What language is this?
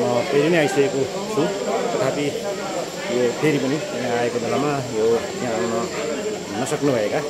Nepali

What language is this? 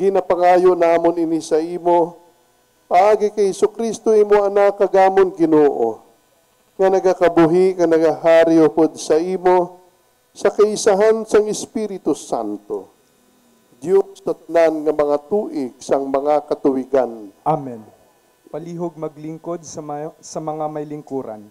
Hiligaynon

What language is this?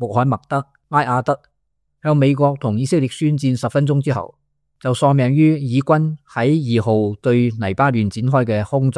Cantonese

